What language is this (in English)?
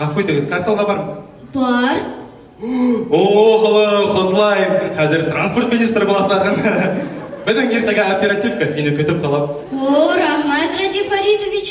Bashkir